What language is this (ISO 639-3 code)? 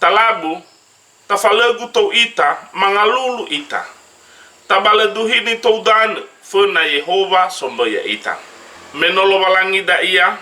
nia